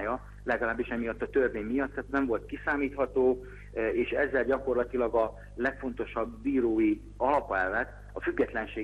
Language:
Hungarian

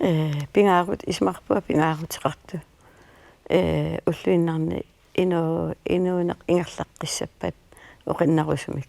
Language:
Kalaallisut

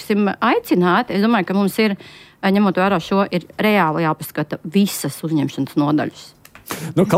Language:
Latvian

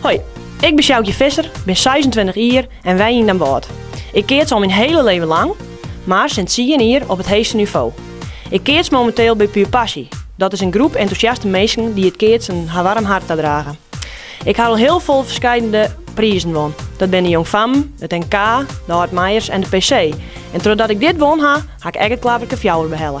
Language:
Western Frisian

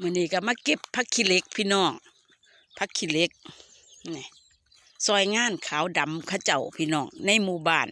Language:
Lao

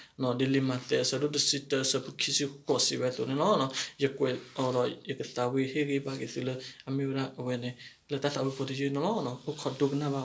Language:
S'gaw Karen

